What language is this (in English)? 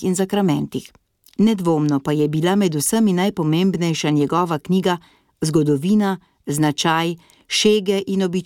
Slovenian